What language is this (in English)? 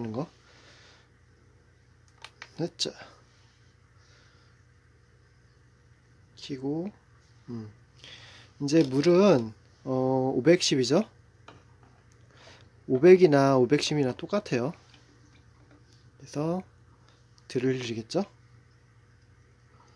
Korean